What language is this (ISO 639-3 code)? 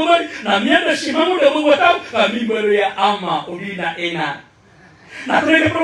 mrw